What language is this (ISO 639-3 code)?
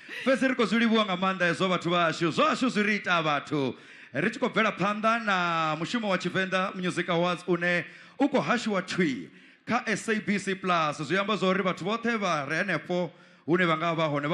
ven